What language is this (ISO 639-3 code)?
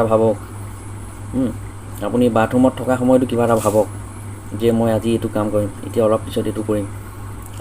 asm